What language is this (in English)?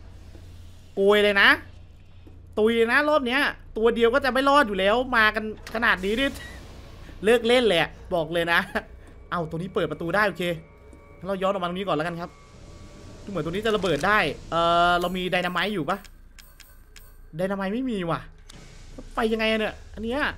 Thai